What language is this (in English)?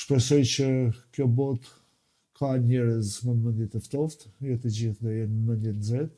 Albanian